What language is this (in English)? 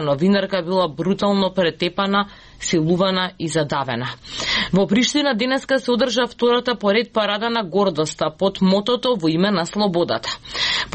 Macedonian